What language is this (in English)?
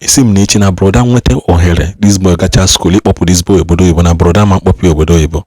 Igbo